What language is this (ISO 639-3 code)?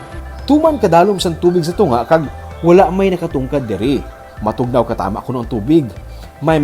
hil